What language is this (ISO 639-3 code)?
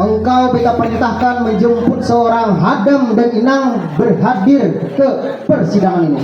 bjn